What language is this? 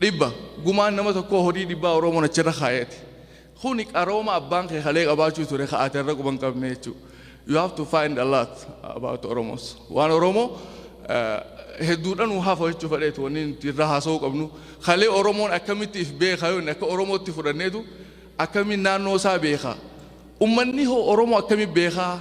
Oromo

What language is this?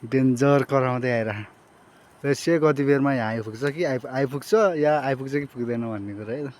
Nepali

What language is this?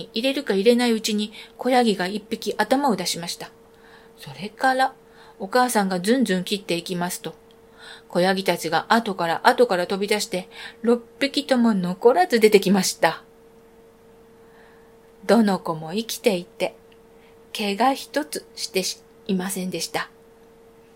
Japanese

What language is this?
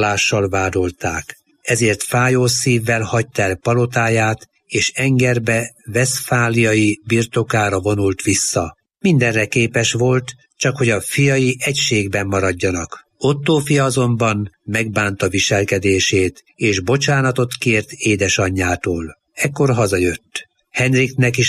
Hungarian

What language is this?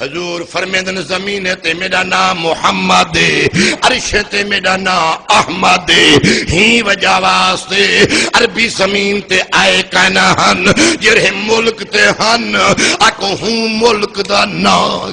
Saraiki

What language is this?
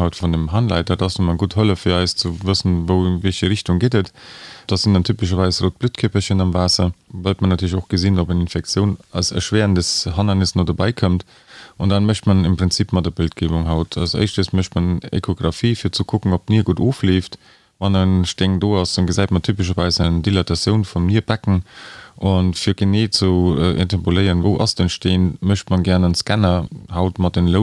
Luxembourgish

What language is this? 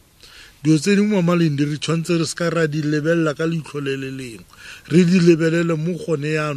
Tswana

